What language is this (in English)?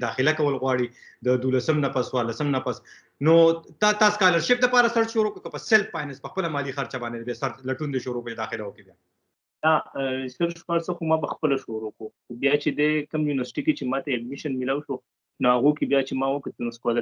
Pashto